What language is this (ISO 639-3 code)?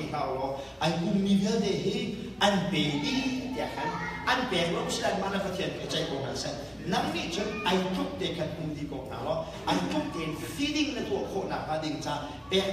cnh